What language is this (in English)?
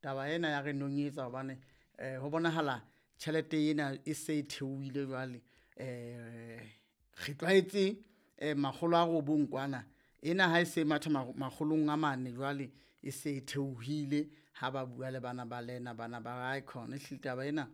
Southern Sotho